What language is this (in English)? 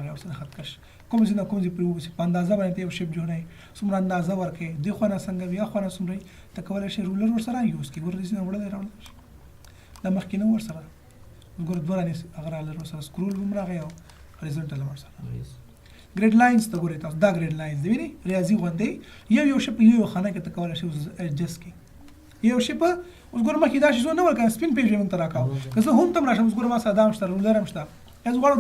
Pashto